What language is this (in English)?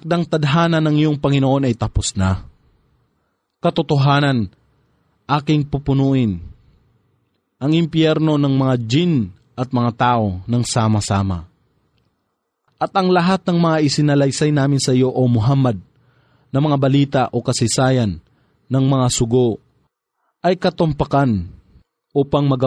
Filipino